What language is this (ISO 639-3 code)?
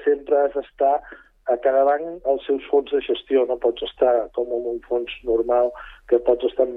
cat